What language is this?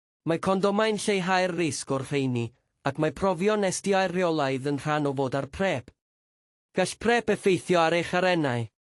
Welsh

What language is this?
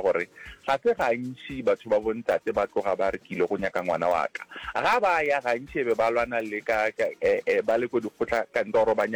Northern Sotho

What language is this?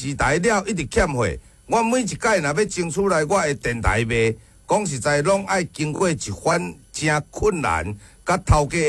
Min Nan Chinese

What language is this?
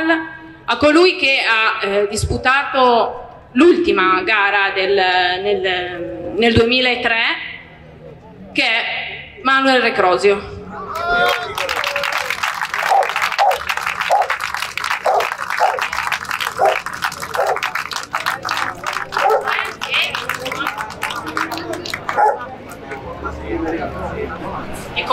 Italian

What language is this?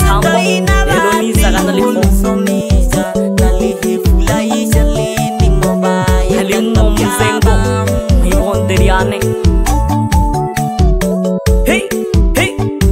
Swahili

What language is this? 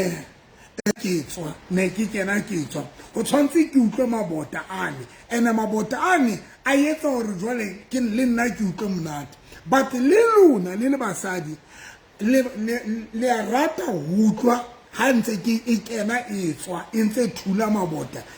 Southern Sotho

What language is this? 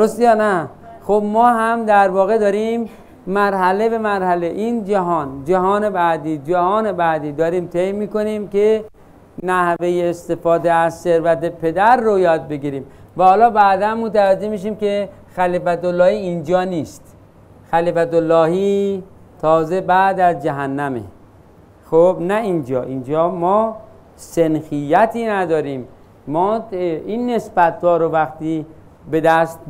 Persian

